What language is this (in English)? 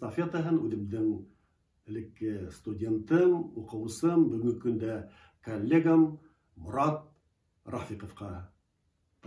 Bashkir